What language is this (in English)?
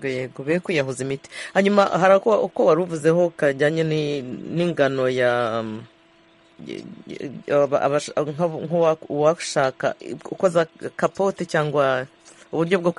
Kinyarwanda